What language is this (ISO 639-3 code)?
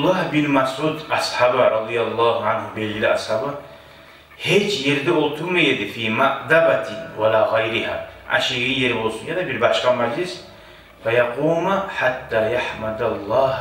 kum